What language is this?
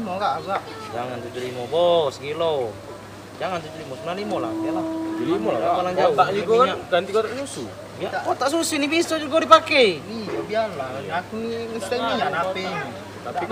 Musi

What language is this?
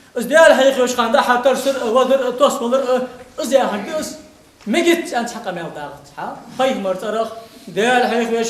Ingush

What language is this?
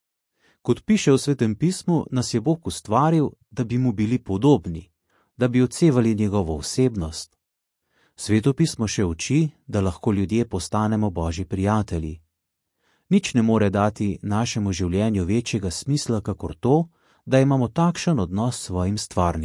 Slovenian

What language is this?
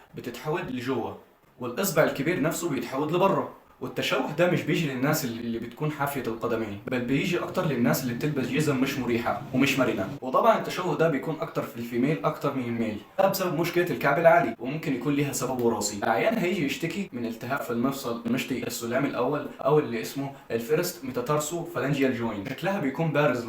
Egyptian Arabic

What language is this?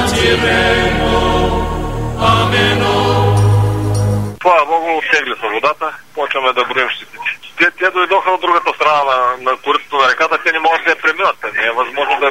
Bulgarian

